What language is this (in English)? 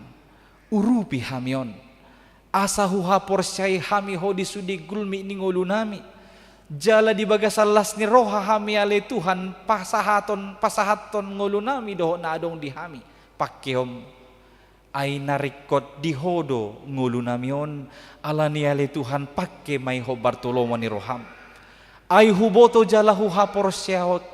Batak Toba